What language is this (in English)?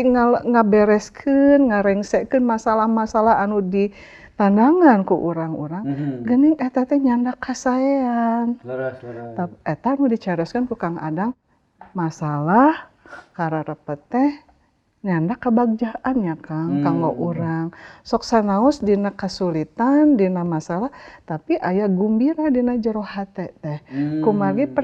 Sundanese